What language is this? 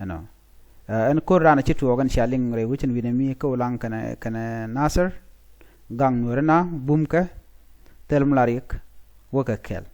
Nuer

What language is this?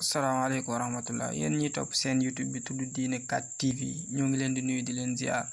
Wolof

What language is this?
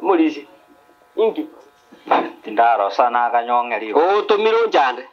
Gusii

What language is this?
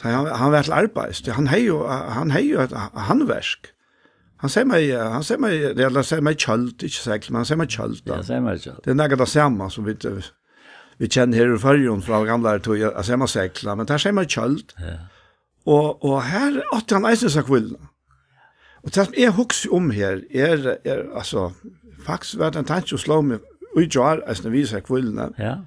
Faroese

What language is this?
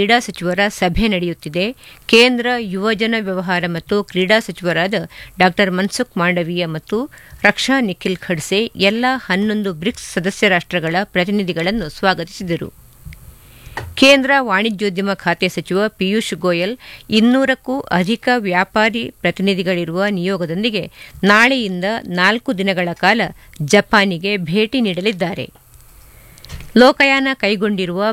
Kannada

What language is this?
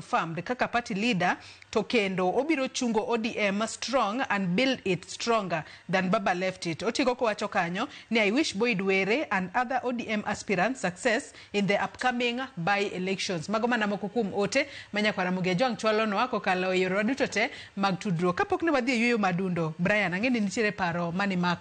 Luo (Kenya and Tanzania)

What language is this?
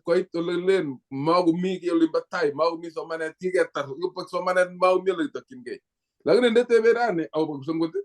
Kalenjin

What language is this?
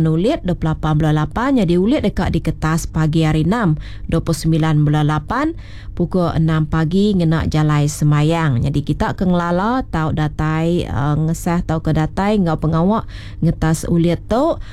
Iban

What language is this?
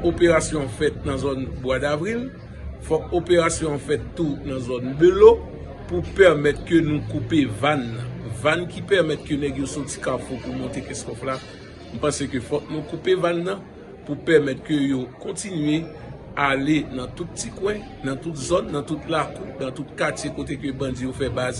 Haitian Creole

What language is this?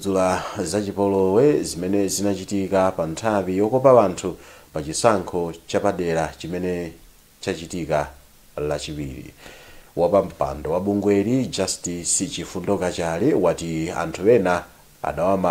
Nyanja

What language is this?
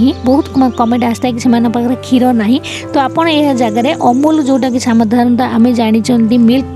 Odia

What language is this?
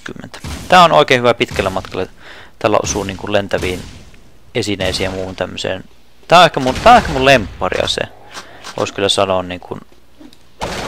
Finnish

